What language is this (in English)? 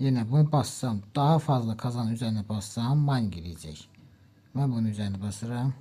Azerbaijani